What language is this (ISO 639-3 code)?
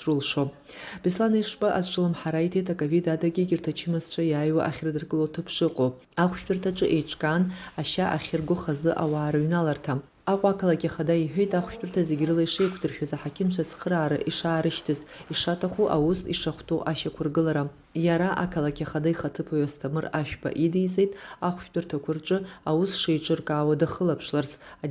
abk